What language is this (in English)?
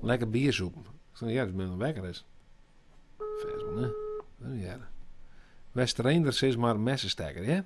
Western Frisian